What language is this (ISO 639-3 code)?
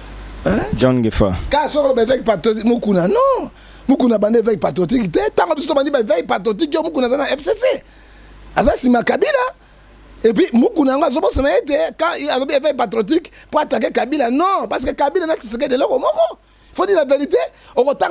lin